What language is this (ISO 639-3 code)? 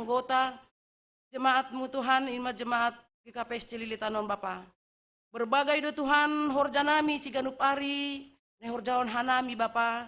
bts